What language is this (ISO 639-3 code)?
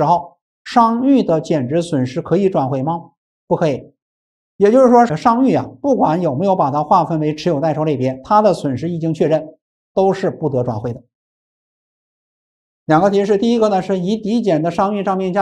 zho